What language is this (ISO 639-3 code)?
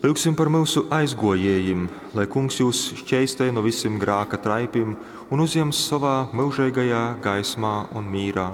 ltg